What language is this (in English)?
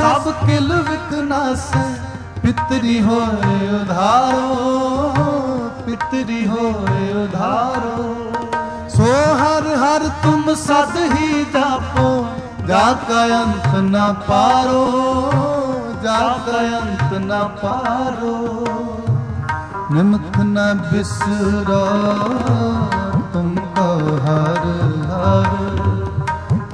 Punjabi